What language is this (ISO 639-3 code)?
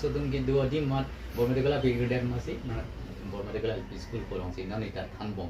mjw